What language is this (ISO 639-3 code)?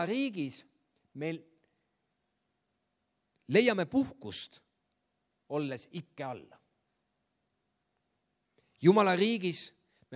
est